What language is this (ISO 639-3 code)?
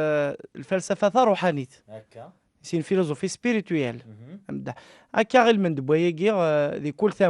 kab